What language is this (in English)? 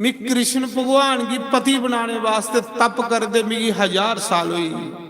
Dogri